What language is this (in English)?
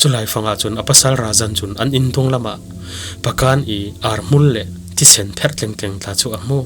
Falam Chin